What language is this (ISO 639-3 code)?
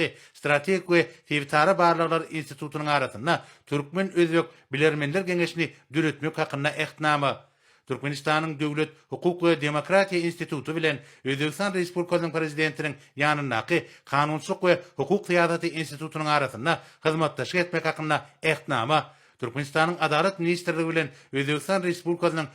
tuk